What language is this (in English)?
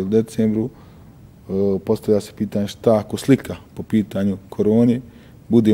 Bosnian